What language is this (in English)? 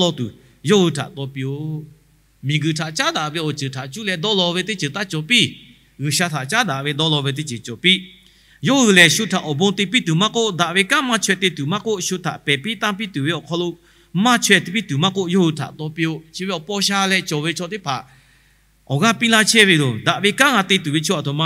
Lahu